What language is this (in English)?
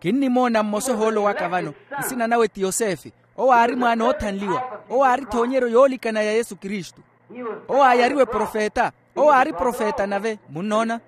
Makhuwa